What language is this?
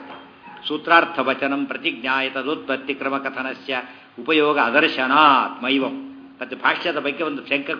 Kannada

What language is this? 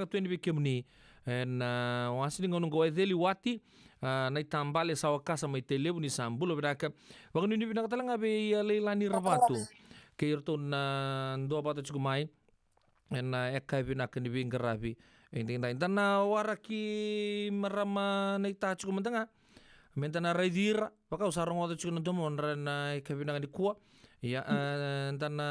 Fijian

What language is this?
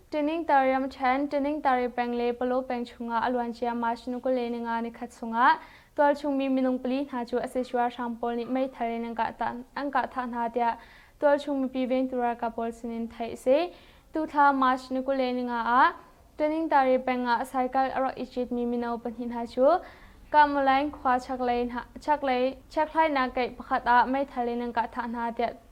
Hakha Chin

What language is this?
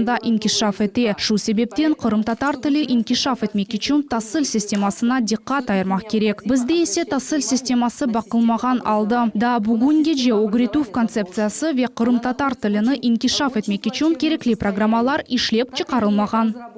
Crimean Tatar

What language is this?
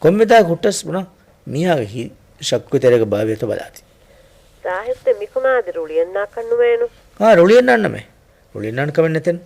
Divehi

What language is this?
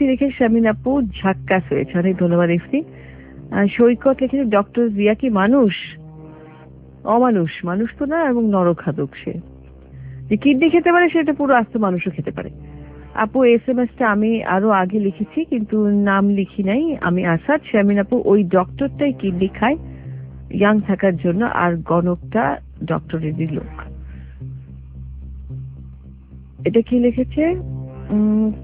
Bangla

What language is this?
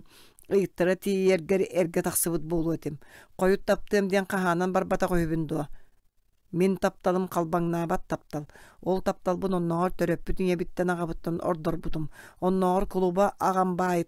Yakut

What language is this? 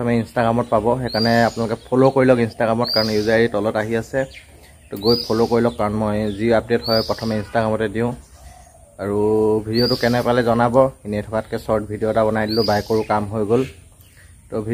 Assamese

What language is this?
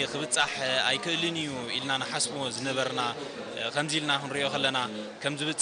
Tigrinya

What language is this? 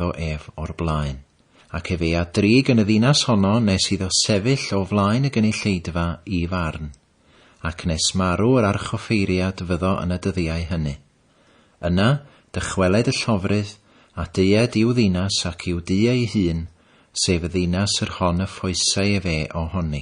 Welsh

